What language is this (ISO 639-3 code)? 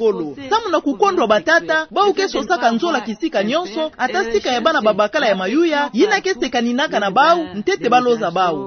ktu